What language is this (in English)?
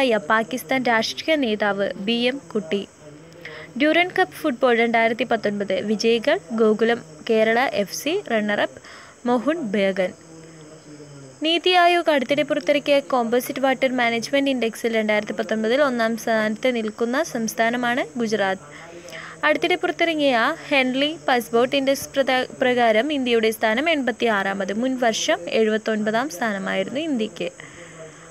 Malayalam